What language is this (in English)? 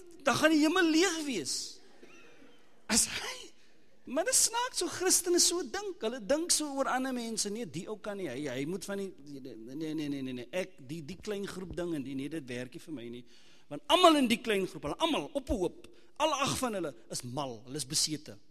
Afrikaans